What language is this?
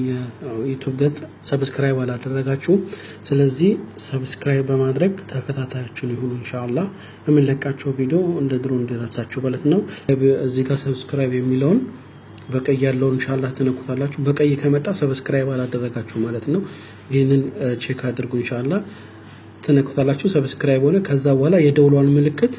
Amharic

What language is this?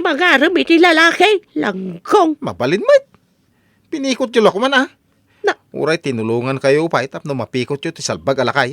Iloko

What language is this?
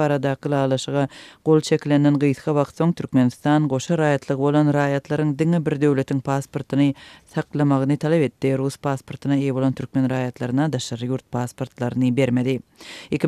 Turkmen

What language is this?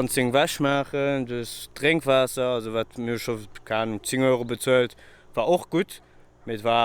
Luxembourgish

